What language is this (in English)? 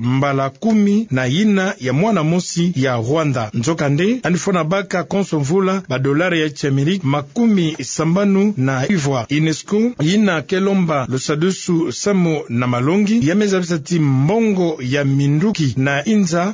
Kituba (Democratic Republic of Congo)